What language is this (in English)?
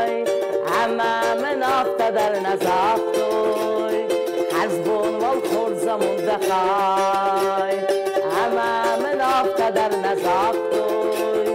Ossetic